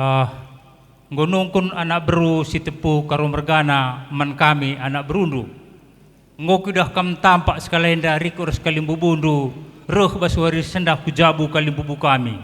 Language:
Batak Karo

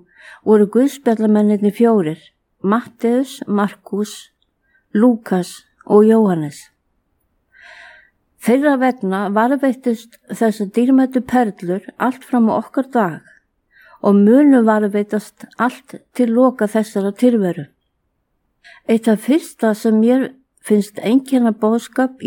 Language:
Icelandic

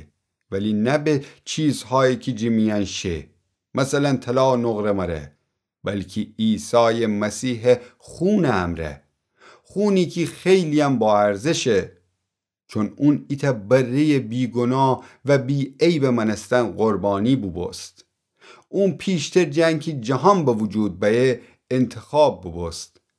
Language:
Gilaki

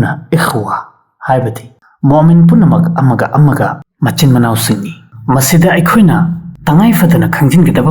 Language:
Manipuri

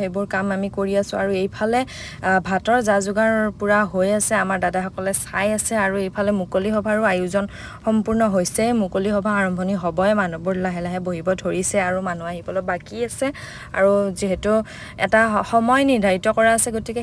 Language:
Assamese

